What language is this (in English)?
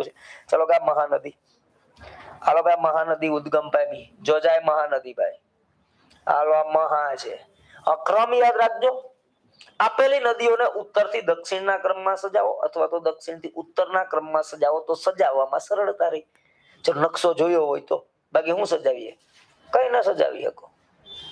Gujarati